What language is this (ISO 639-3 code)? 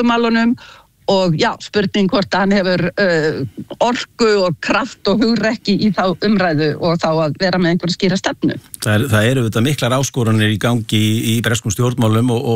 isl